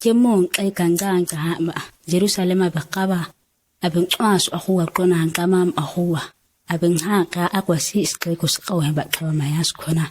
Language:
ǁGana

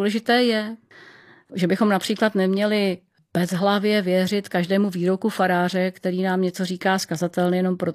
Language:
Czech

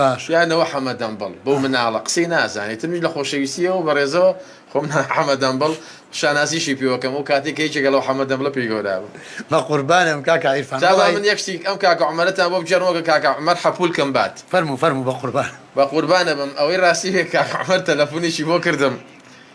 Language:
Central Kurdish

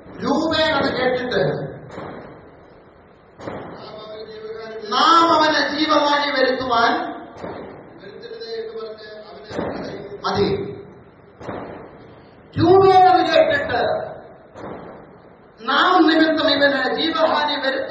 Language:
Malayalam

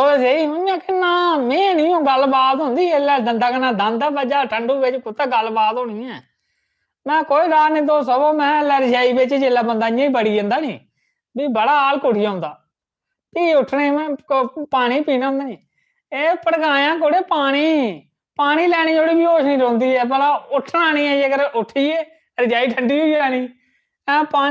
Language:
Dogri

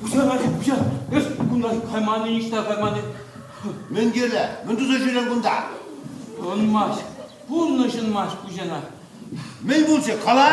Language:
Chuvash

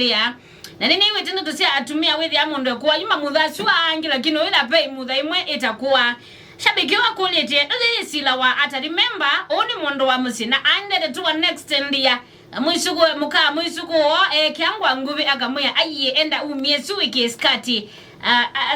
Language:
Kamba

